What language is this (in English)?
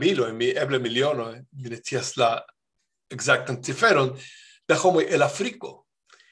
Esperanto